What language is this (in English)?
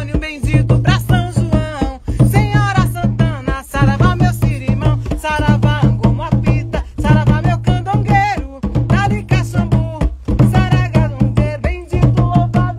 Portuguese